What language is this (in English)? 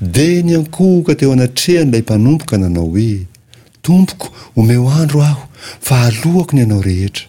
Malagasy